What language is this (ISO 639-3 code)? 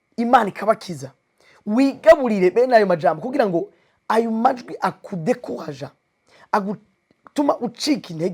run